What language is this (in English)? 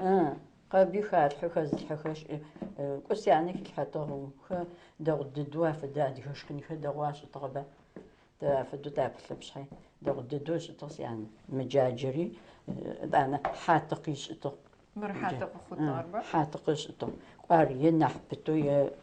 Adyghe